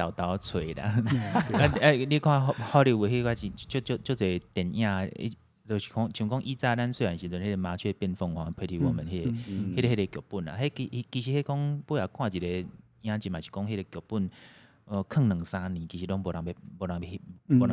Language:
Min Nan Chinese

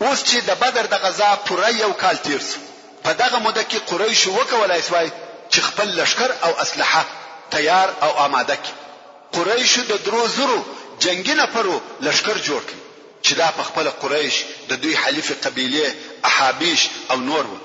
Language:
Pashto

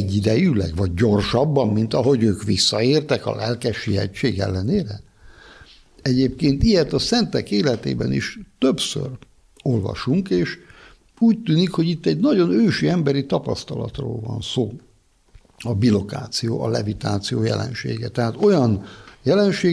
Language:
Hungarian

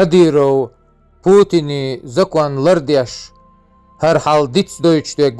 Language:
Chechen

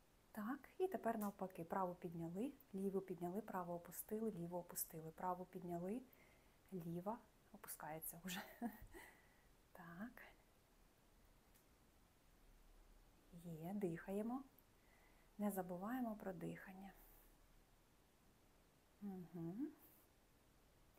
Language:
Ukrainian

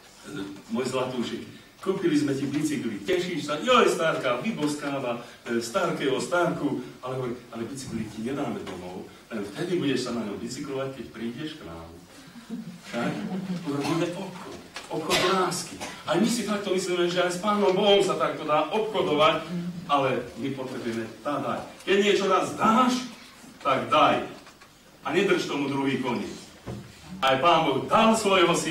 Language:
Slovak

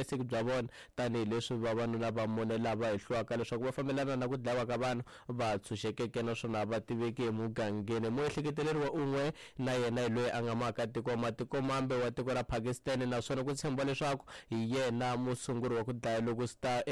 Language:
Tsonga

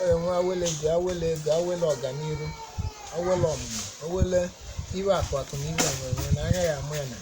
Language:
Igbo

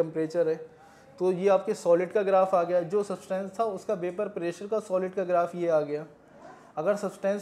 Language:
Hindi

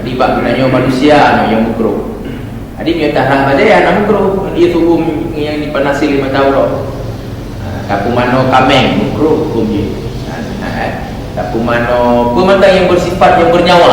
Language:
Achinese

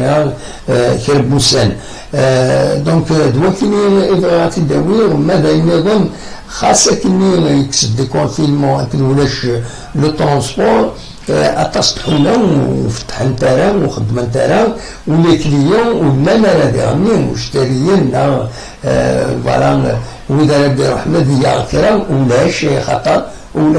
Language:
Kabyle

